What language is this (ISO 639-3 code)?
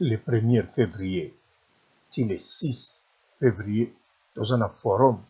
lin